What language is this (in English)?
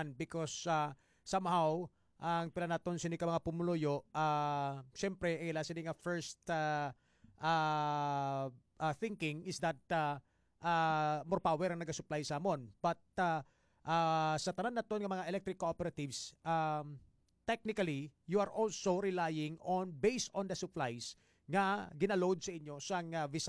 Hiligaynon